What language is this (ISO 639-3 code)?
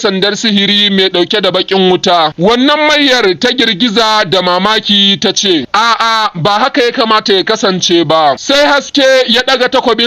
hau